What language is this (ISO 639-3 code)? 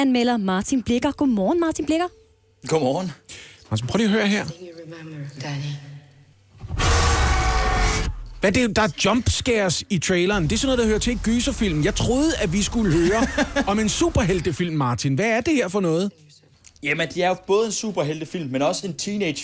dan